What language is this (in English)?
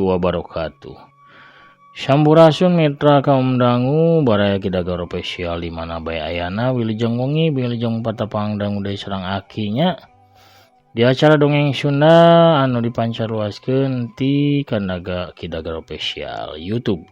Sundanese